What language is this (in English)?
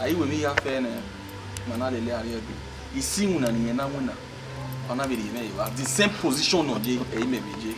Bini